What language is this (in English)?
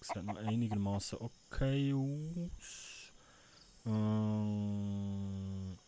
Swiss German